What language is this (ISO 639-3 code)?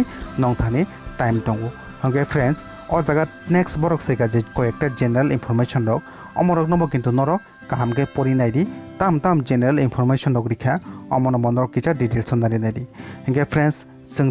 trp